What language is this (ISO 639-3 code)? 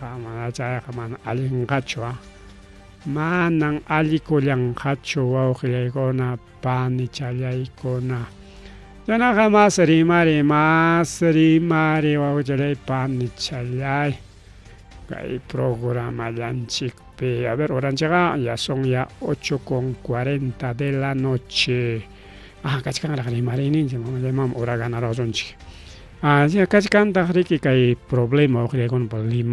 quy